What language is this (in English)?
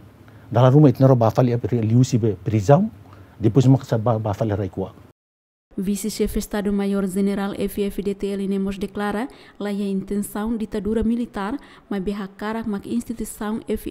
Tetum